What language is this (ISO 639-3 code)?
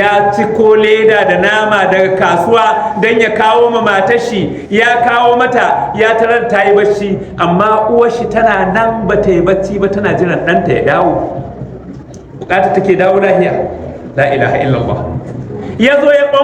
hau